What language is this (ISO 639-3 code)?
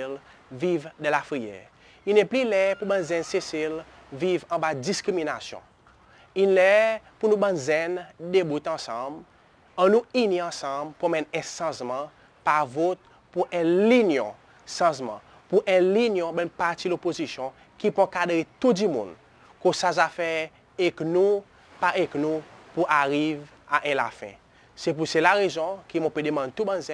crs